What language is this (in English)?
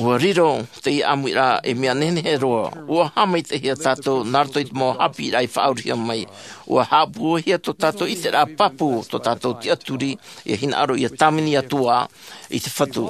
Tahitian